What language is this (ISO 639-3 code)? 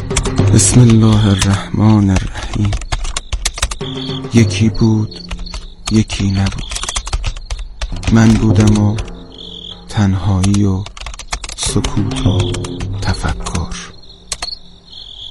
fas